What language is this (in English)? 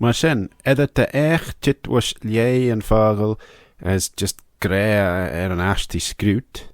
Manx